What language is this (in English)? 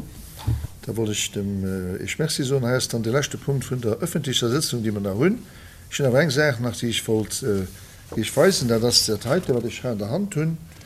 Luxembourgish